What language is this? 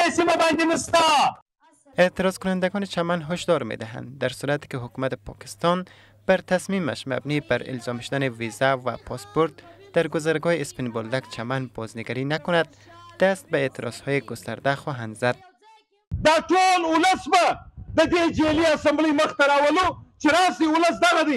Persian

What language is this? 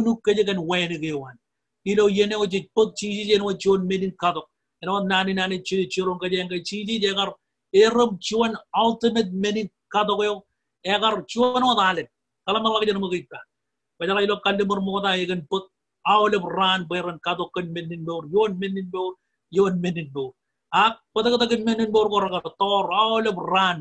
Marshallese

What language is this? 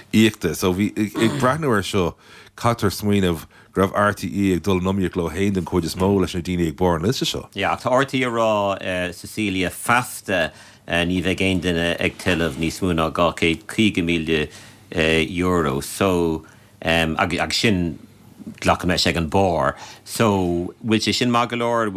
Irish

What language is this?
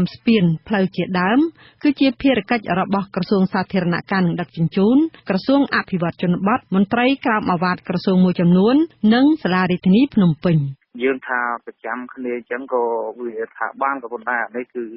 Khmer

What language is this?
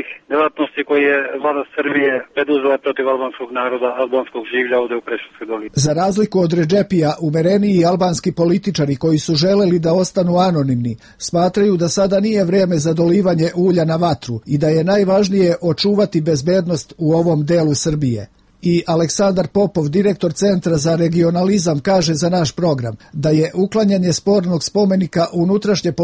Serbian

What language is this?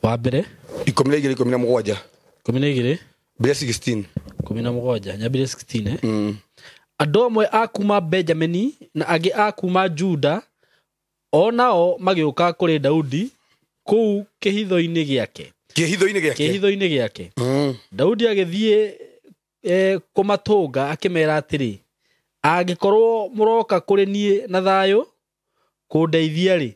Kikuyu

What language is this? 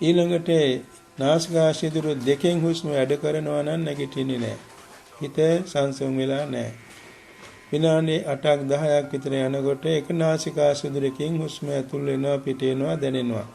Sinhala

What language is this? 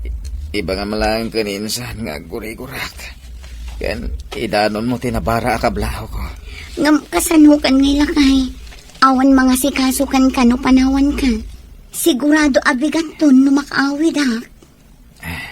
Iloko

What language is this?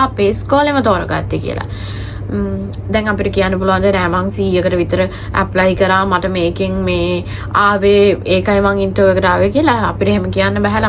Sinhala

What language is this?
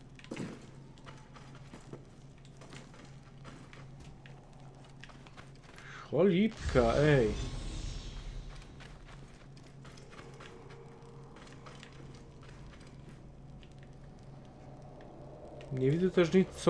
Polish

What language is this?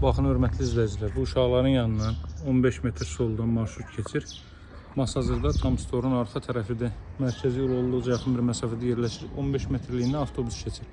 Azerbaijani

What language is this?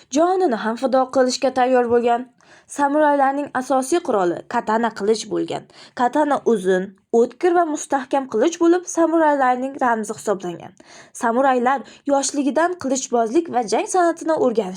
Uzbek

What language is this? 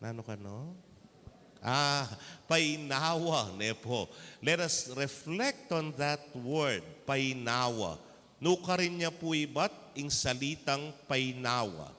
Pampanga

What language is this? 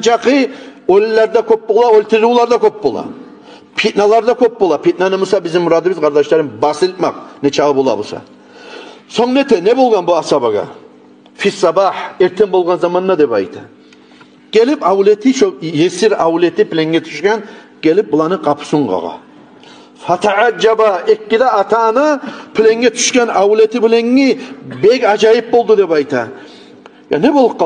Kumyk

